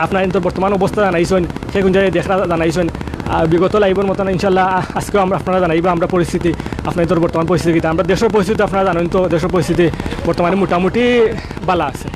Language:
Sylheti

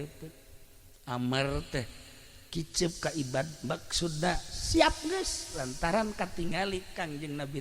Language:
Sundanese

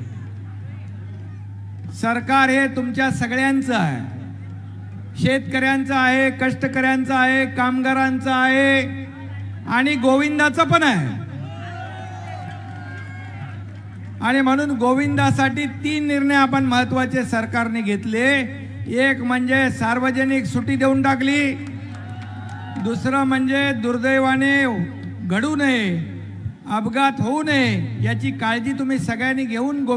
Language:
Marathi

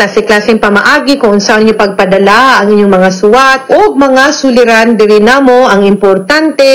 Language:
Cebuano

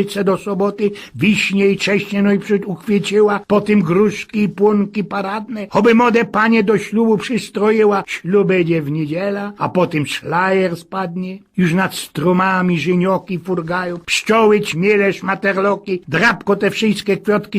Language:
Silesian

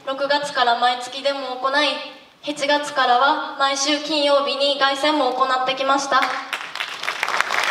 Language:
Japanese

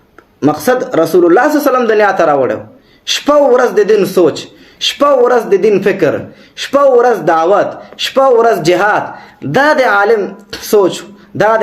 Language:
Pashto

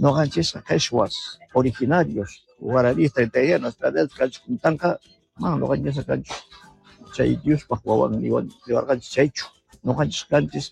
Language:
South Bolivian Quechua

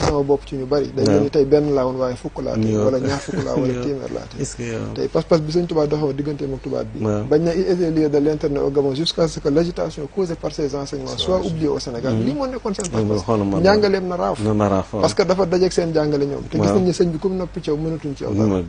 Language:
Wolof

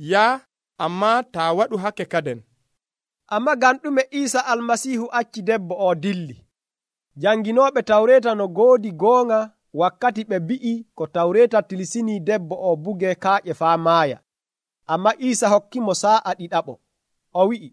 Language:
Nigerian Fulfulde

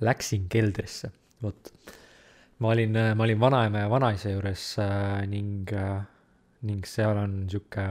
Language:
Estonian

